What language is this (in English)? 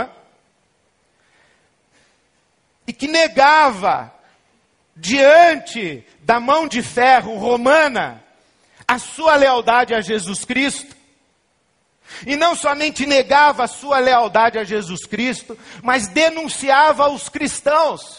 Portuguese